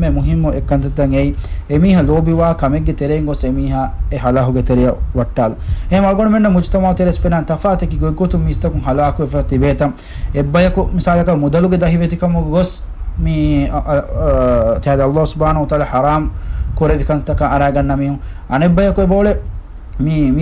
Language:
Divehi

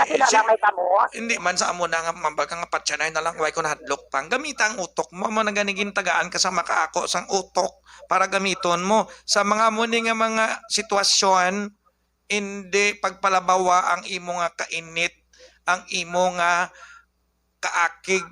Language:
Hiligaynon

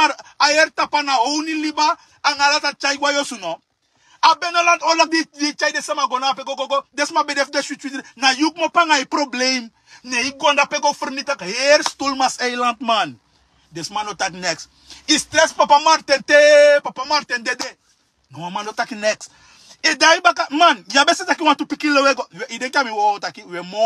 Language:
Sranan Tongo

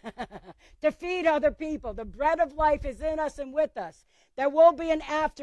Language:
English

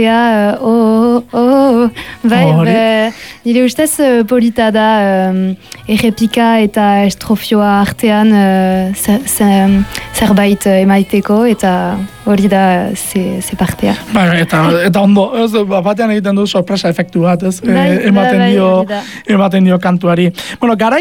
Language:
Basque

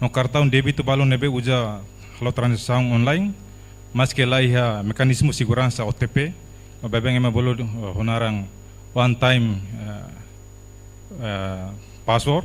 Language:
Tetum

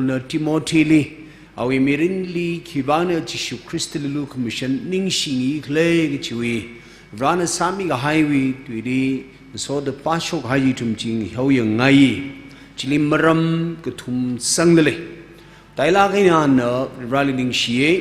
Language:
Tangkhul Naga (India)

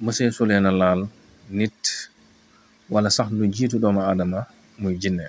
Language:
Wolof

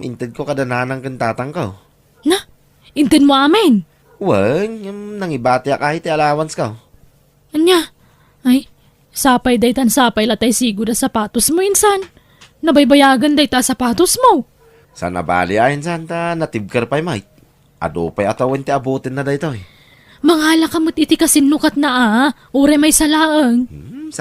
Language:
Iloko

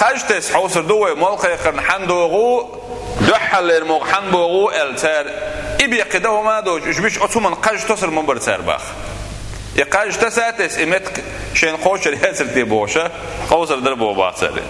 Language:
Chechen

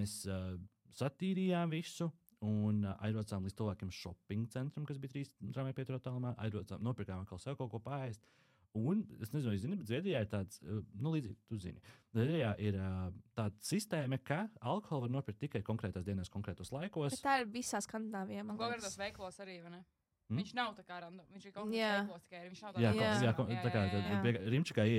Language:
Latvian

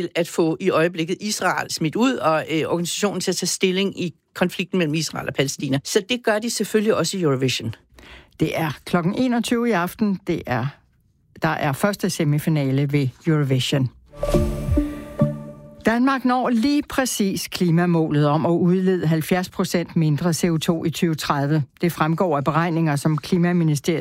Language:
Danish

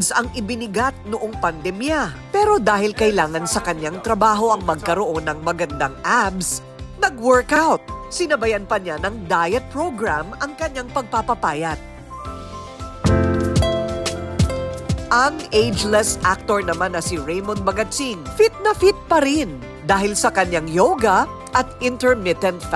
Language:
Filipino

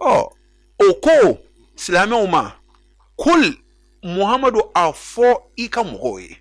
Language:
Bambara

